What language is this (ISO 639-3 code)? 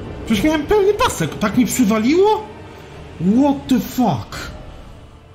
pol